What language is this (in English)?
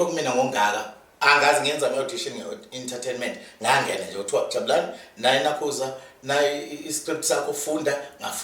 Zulu